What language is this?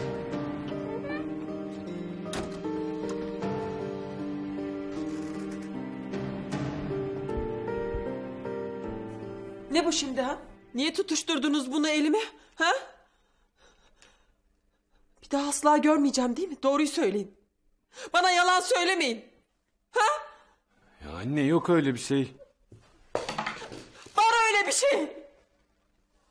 Turkish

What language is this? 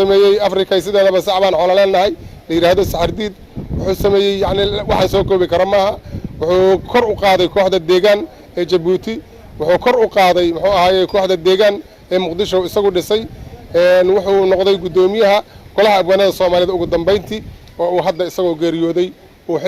Somali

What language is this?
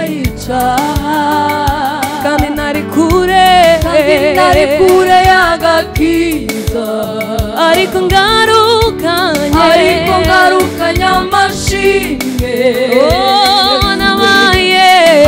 Kinyarwanda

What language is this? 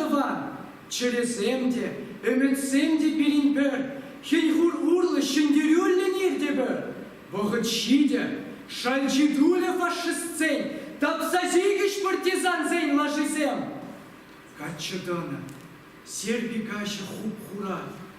Chuvash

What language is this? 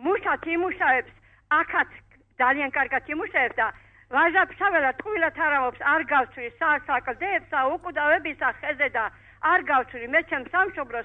Georgian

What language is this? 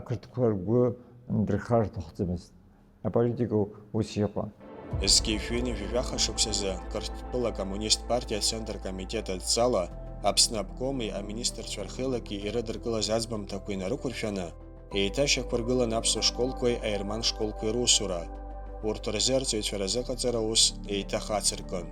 Abkhazian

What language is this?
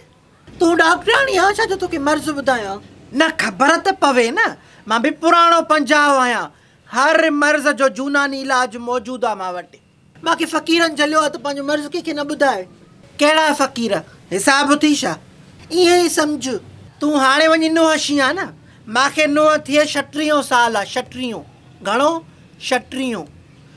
Sindhi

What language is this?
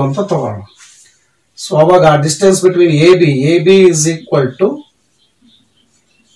Kannada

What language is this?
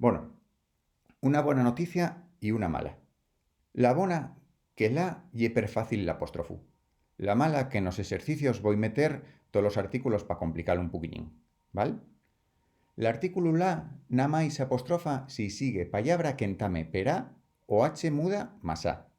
Asturian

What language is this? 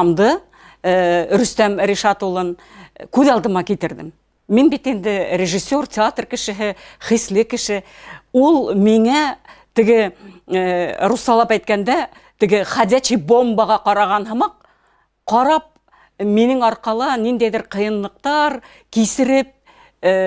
Bashkir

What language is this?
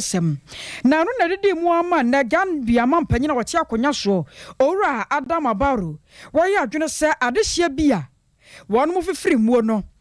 Akan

